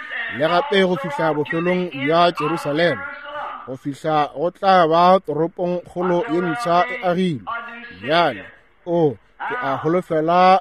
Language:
Northern Sotho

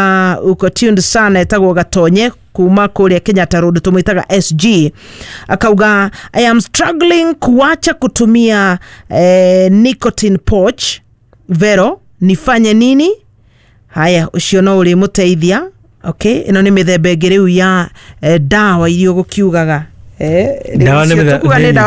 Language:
Kikuyu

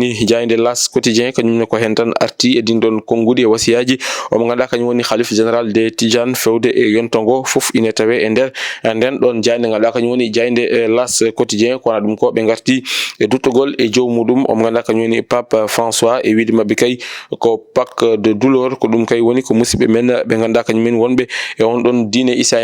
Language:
Fula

